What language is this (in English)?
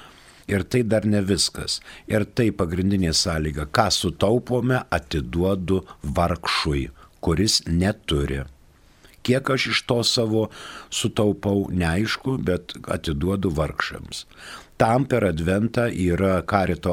Lithuanian